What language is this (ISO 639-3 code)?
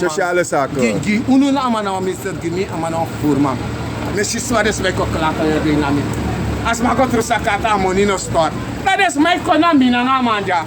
srn